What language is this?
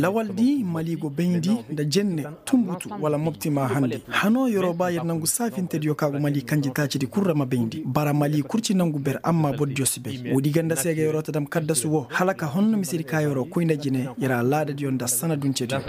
Koyraboro Senni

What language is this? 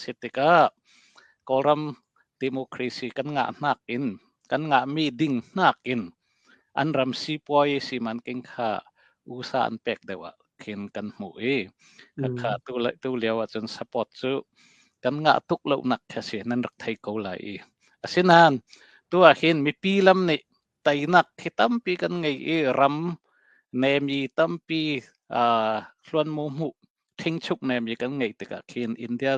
Hakha Chin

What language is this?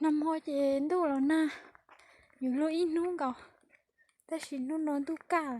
Hmong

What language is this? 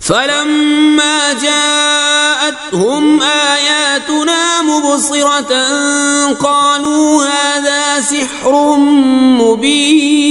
Kashmiri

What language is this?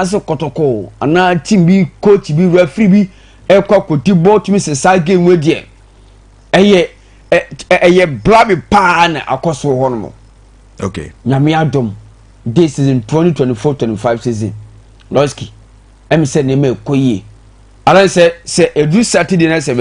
Akan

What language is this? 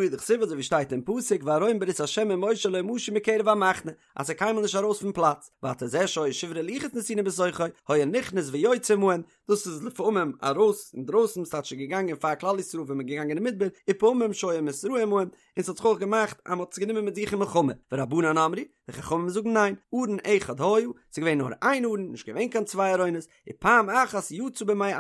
Yiddish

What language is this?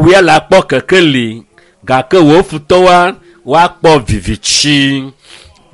Ewe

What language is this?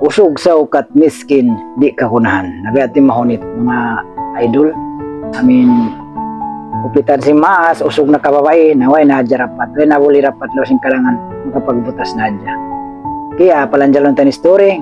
Tausug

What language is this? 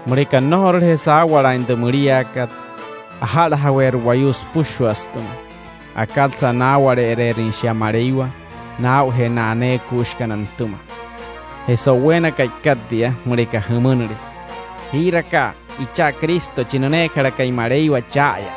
Wayuu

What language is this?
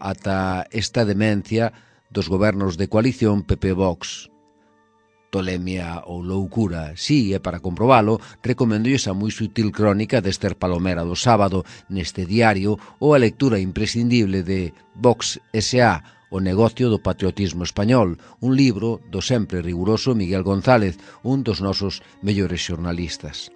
Galician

